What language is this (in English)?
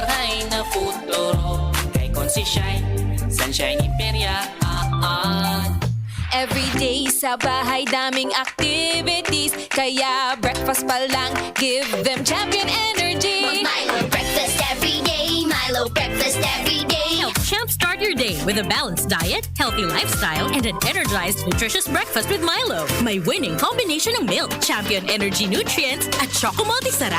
Bikol